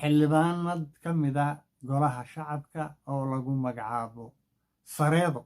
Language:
Somali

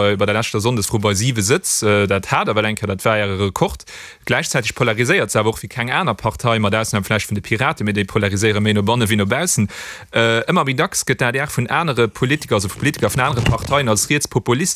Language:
Luxembourgish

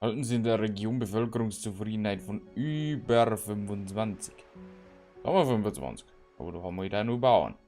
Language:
Bavarian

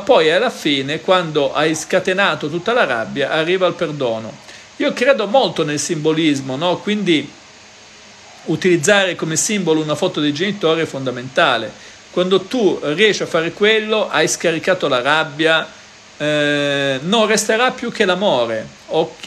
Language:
Italian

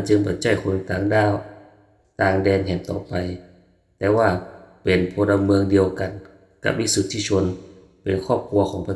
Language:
Northern Thai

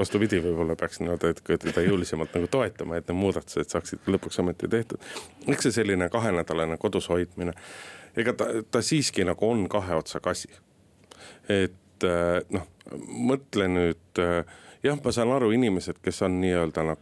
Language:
Estonian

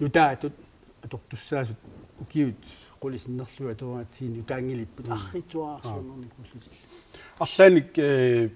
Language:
Kalaallisut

